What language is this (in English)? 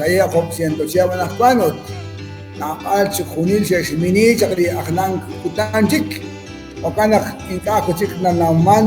Kekchí